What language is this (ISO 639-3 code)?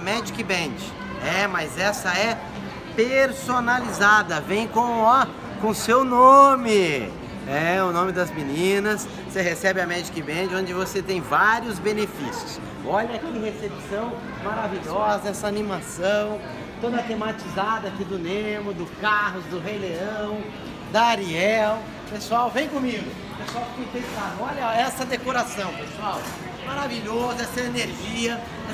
por